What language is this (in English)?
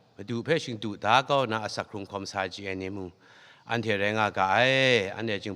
Kachin